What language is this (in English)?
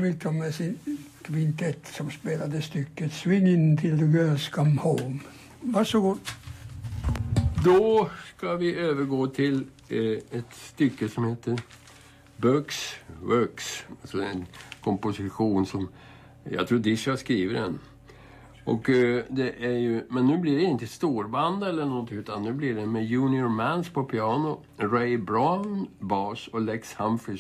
Swedish